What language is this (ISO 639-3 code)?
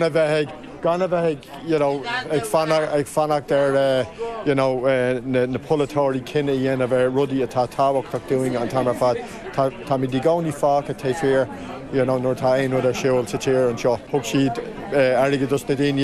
gle